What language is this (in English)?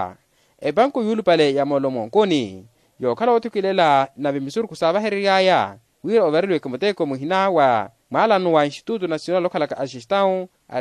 Makhuwa